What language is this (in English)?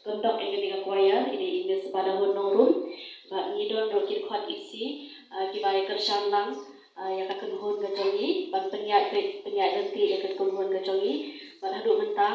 Khasi